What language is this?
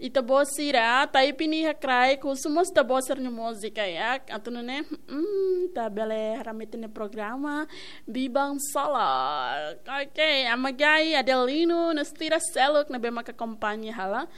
Tetum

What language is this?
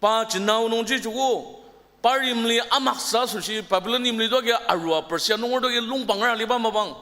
Ao Naga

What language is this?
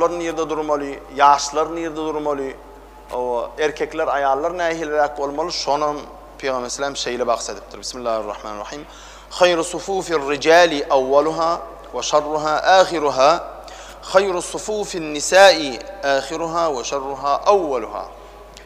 Turkmen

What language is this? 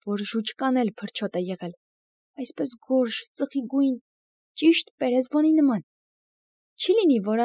Armenian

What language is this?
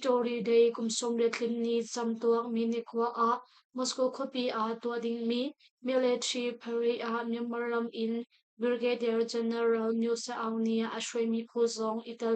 Hakha Chin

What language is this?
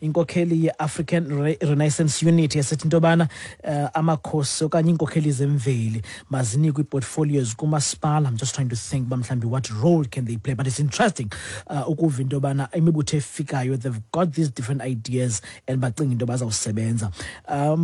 Xhosa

